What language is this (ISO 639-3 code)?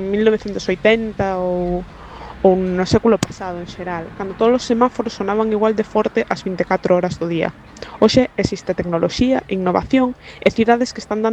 glg